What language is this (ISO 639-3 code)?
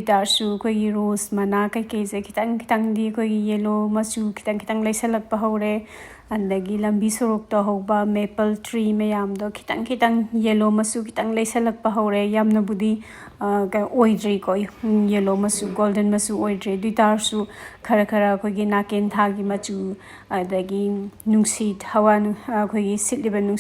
mni